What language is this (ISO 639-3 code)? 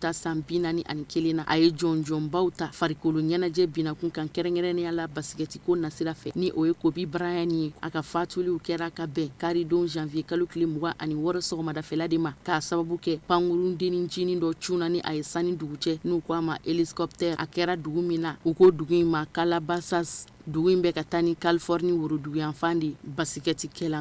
bam